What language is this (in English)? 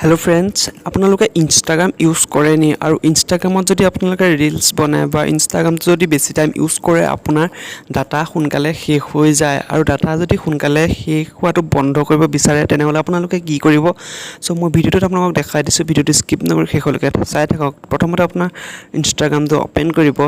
Assamese